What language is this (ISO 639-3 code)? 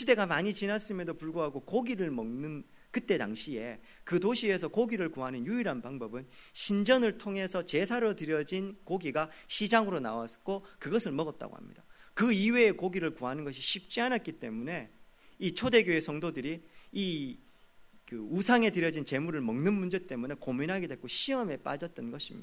kor